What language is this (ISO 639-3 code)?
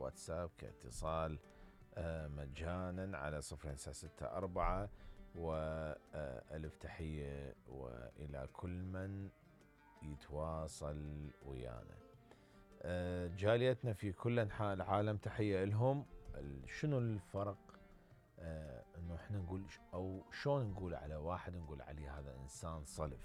acm